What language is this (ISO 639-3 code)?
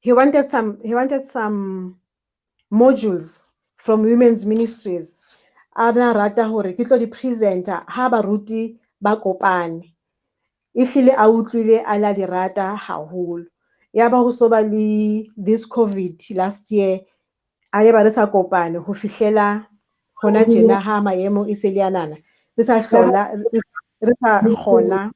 sot